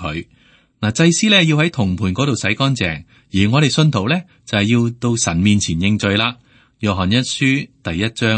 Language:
Cantonese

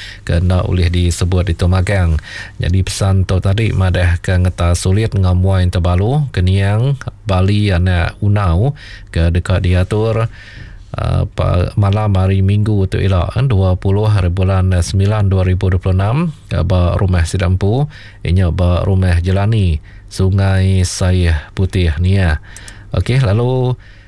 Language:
Iban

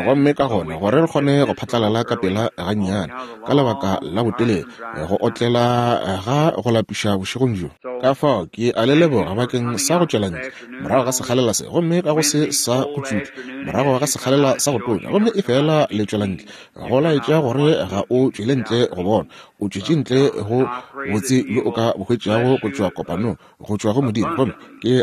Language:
Northern Sotho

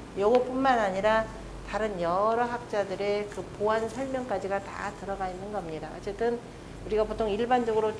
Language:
Korean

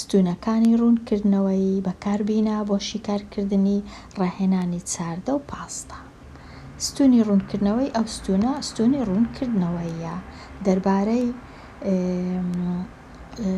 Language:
Central Kurdish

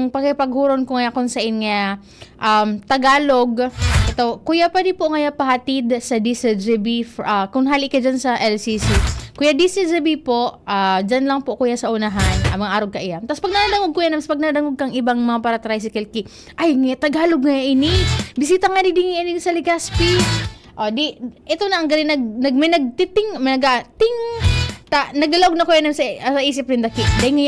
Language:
Bikol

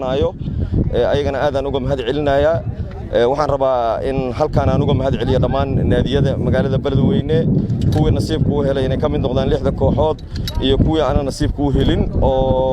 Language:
Somali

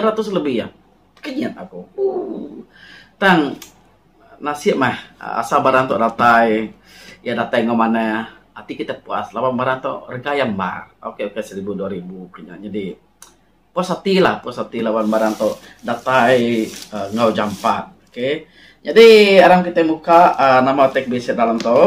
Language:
Iban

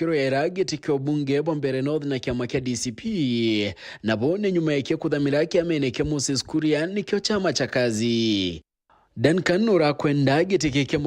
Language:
Meru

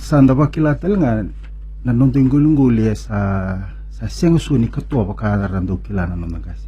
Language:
Fijian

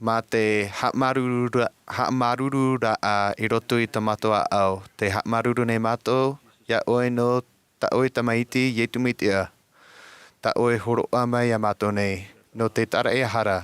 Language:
Tahitian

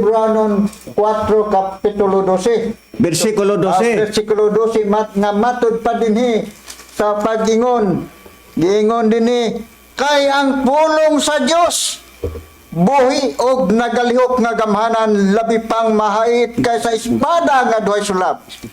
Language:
Cebuano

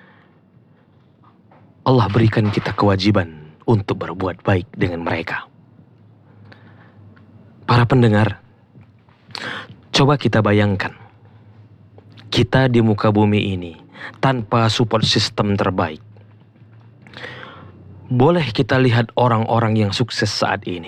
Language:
Indonesian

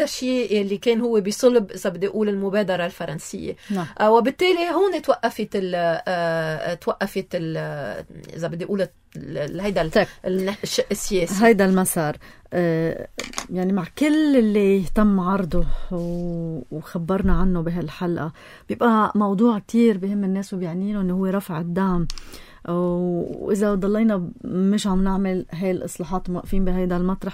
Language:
North Levantine Arabic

